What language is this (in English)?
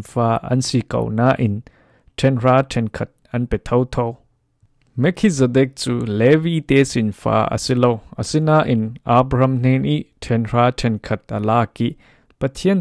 Falam Chin